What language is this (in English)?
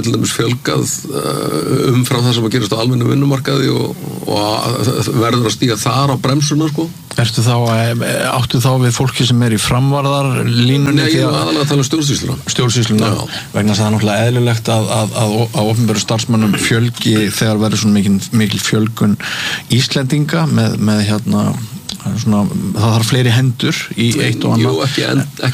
Icelandic